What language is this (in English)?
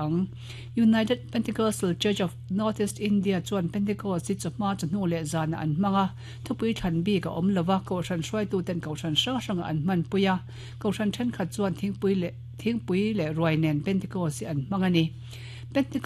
Mizo